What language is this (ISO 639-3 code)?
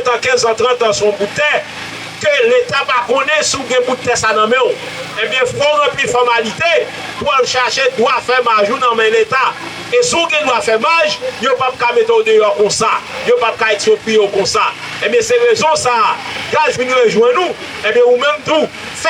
hat